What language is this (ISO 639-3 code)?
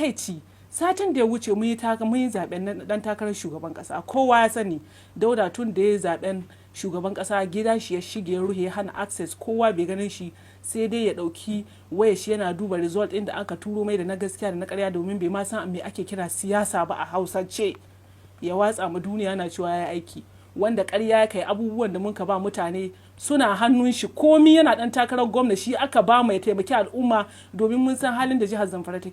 hau